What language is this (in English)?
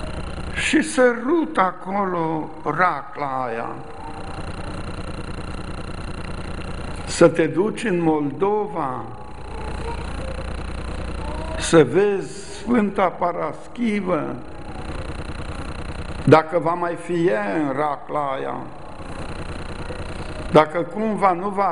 Romanian